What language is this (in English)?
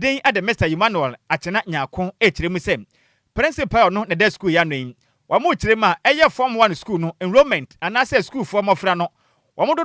Akan